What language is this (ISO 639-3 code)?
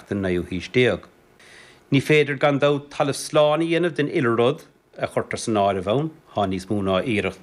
gle